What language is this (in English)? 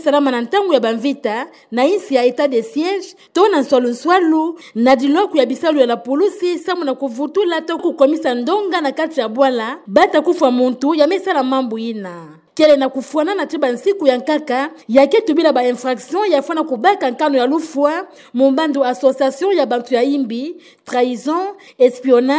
Kituba (Democratic Republic of Congo)